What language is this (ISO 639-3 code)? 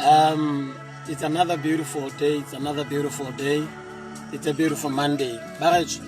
tsn